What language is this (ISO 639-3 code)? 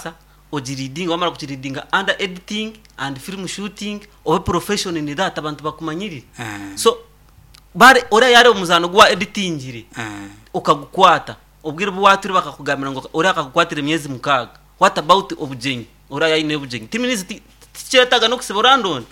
nyn